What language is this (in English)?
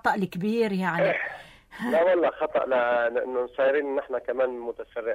North Levantine Arabic